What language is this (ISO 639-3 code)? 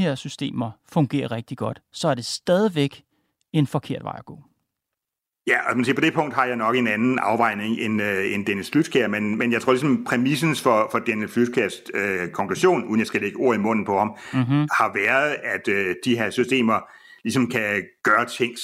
dan